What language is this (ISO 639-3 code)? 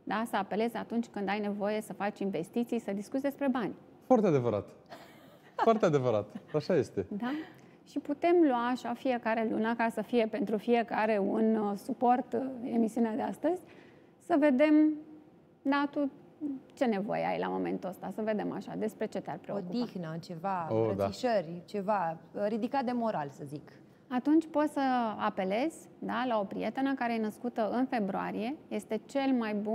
ron